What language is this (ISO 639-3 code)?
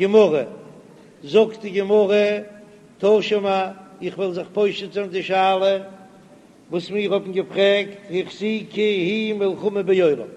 yid